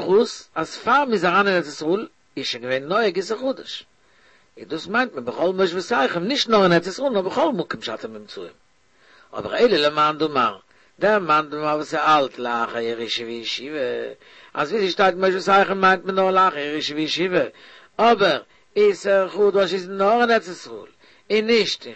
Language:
Yiddish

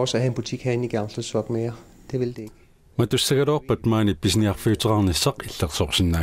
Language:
Kalaallisut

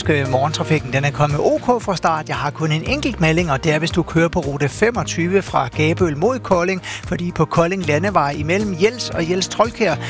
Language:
Danish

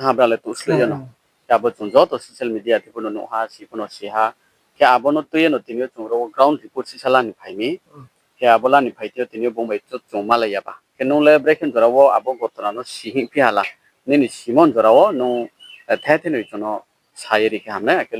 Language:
Riang (India)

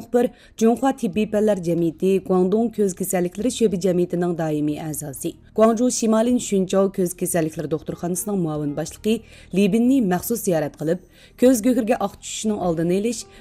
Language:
Uyghur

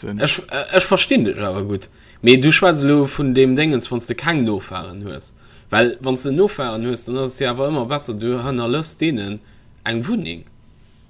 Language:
Luxembourgish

